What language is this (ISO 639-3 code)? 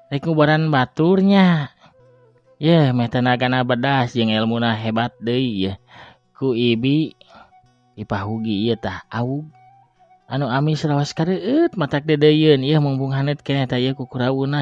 sun